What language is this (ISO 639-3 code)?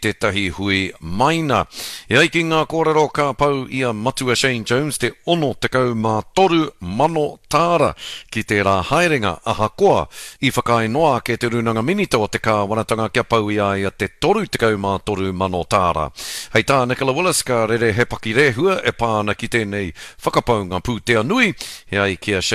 mri